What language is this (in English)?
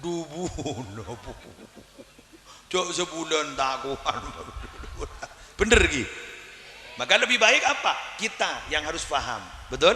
Madurese